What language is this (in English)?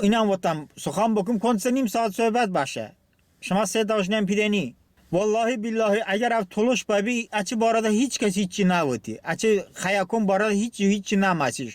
Talysh